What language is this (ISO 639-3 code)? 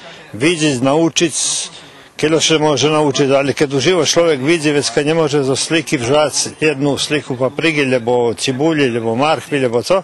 rue